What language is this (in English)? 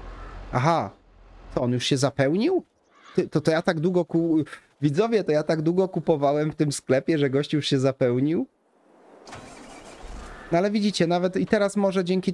Polish